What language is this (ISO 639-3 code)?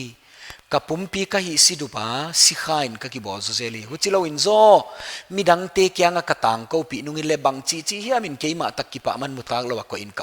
pck